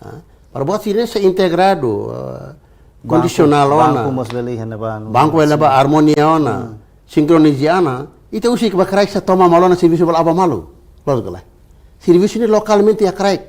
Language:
Tetum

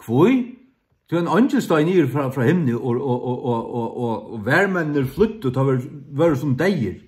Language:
Faroese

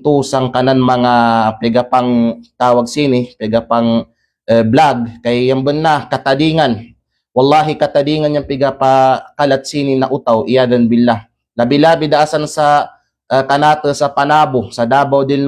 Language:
Kalagan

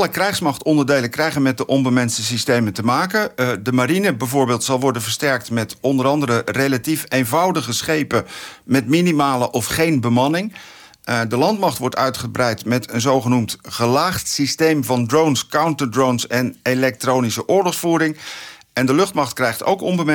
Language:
Dutch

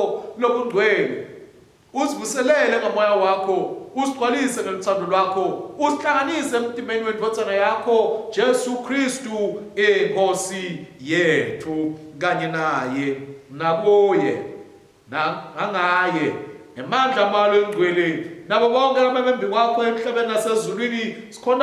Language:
Swati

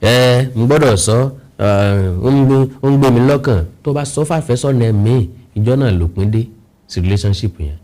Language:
Yoruba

